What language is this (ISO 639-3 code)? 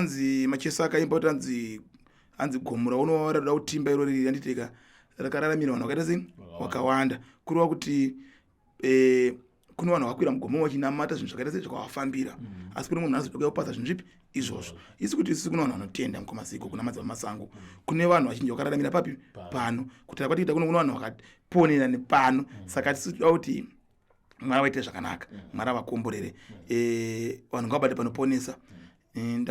sna